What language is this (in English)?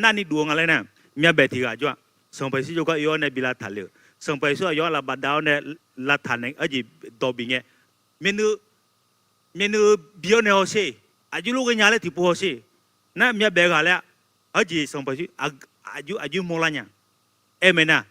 Akha